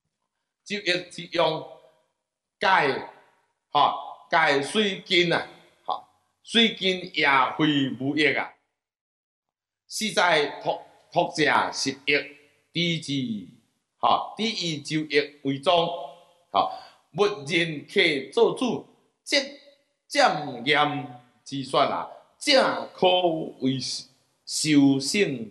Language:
Chinese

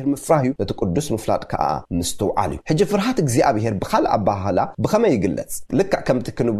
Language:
Tigrinya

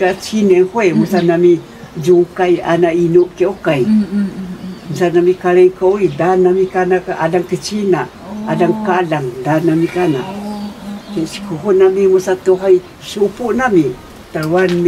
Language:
Taroko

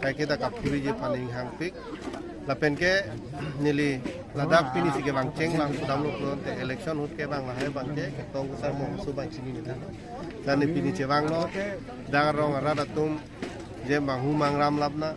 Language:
Karbi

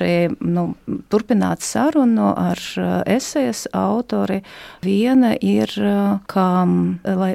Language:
Latvian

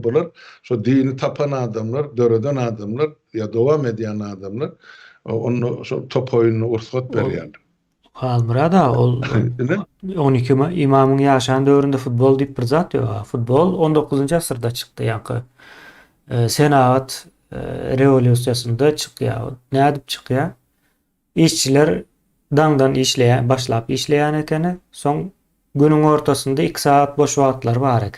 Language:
Turkmen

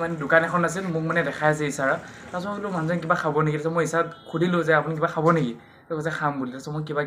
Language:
Assamese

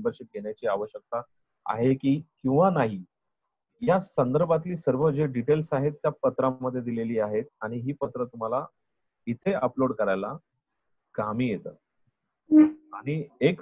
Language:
Marathi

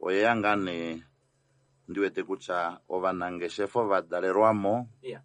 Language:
Kuanyama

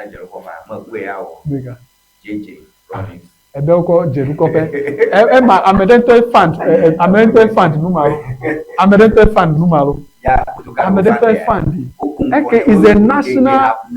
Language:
Ewe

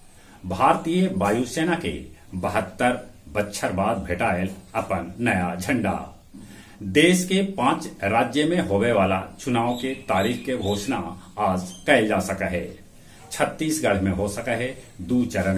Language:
Magahi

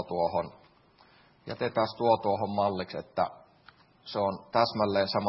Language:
Finnish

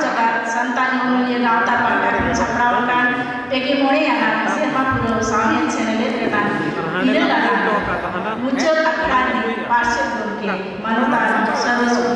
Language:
Santali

